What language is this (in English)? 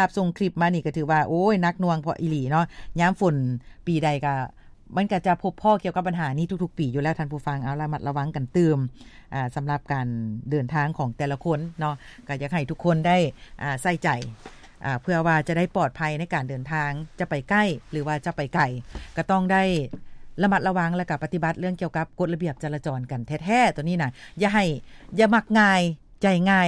Lao